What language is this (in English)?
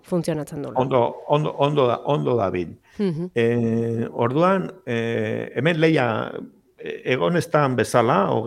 Basque